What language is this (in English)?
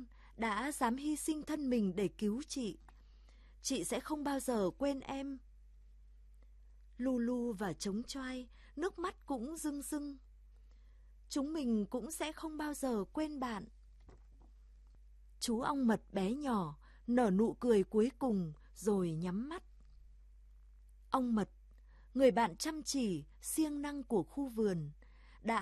Vietnamese